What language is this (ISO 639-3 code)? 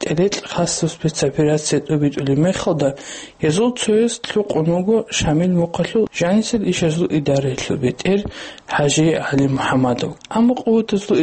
ava